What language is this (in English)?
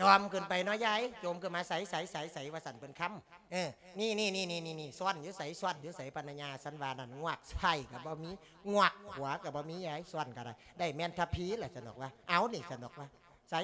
Lao